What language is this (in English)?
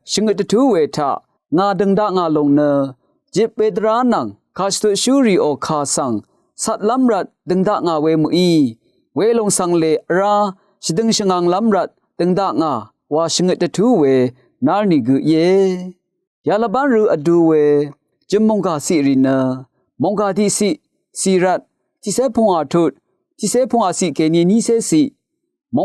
Rawang